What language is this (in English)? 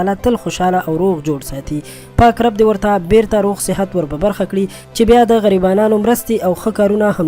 Pashto